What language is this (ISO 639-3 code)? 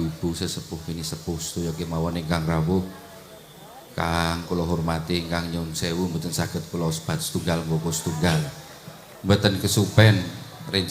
jav